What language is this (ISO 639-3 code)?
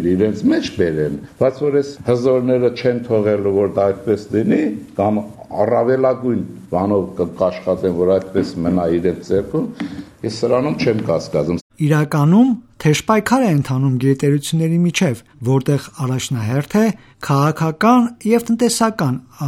hye